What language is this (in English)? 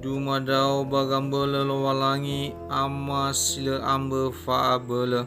Nias